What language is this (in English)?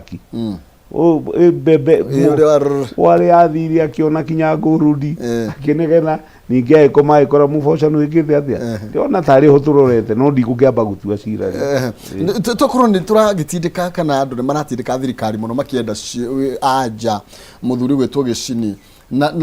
Kikuyu